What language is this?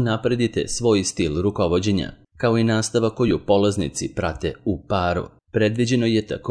Serbian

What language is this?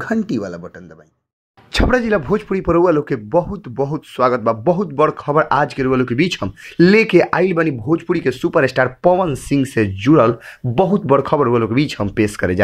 Bhojpuri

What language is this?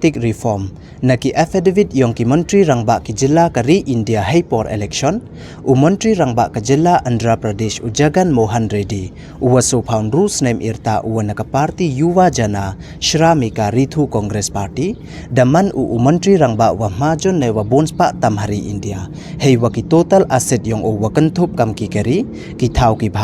Pnar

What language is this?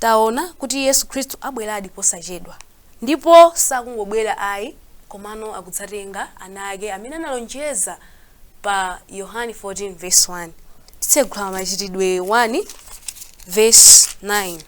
Nyanja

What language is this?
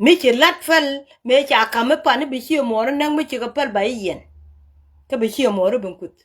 Nuer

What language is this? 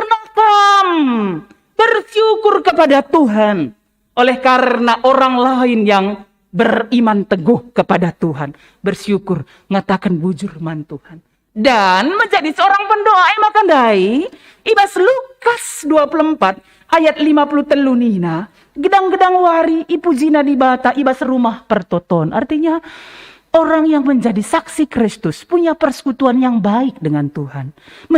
Batak Karo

